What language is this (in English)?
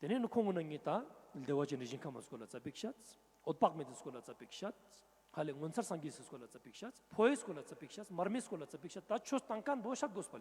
Ladakhi